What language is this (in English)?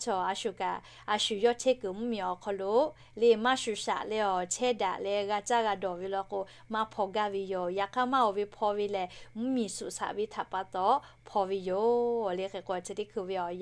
Lahu